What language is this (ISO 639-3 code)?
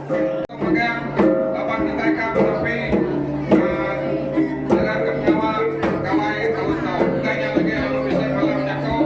iba